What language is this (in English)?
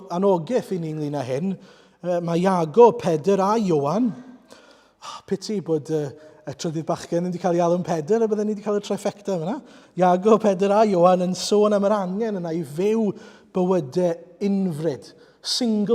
Welsh